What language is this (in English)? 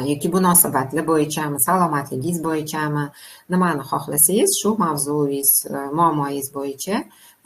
Uzbek